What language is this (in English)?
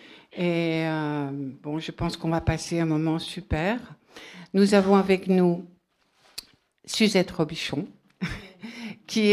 French